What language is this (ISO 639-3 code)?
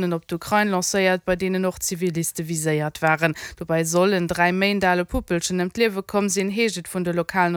ltz